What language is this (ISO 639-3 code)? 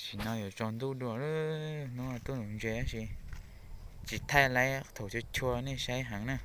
hmn